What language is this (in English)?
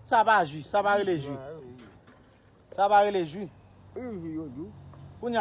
Haitian Creole